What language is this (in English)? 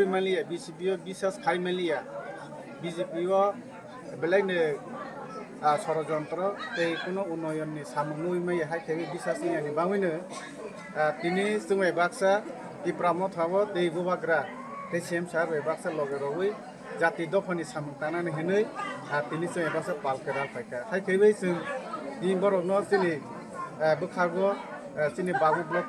Kok Borok